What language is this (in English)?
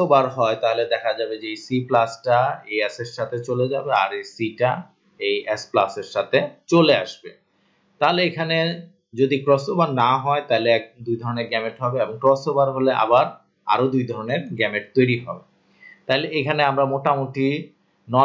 Bangla